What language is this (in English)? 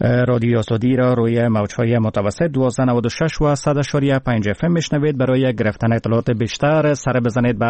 Persian